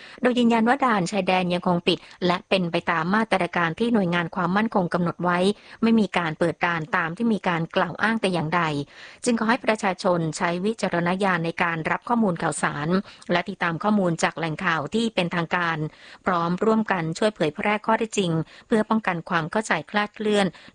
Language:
Thai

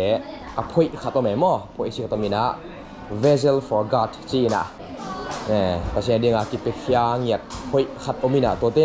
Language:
Tedim Chin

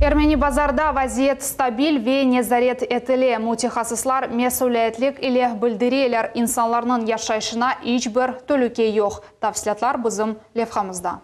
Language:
Crimean Tatar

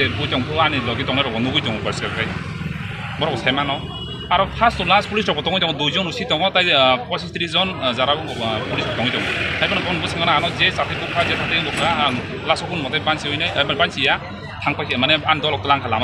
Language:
Riang (India)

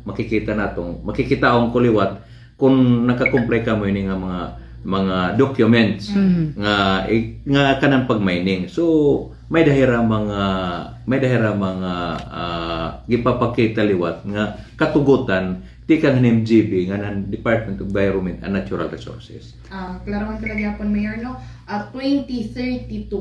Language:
Waray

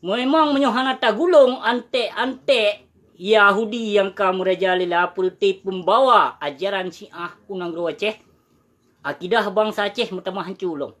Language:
Achinese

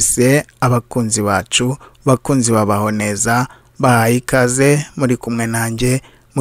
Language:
Kinyarwanda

